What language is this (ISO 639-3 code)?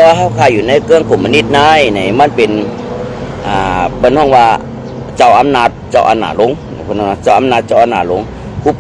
shn